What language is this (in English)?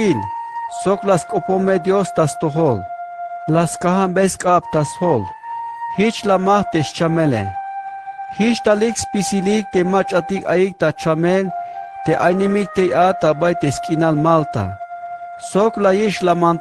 Tzeltal